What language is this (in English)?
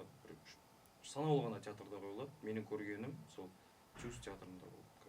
Kazakh